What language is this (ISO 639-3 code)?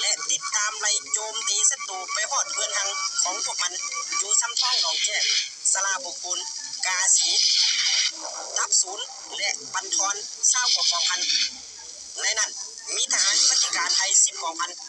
lao